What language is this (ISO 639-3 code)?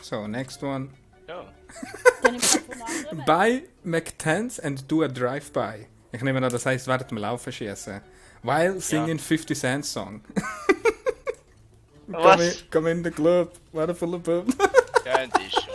gsw